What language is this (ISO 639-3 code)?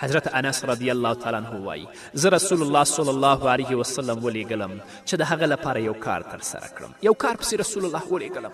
pus